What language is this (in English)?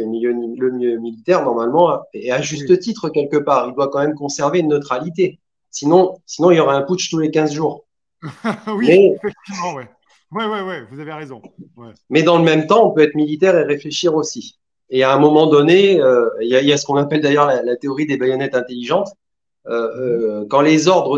French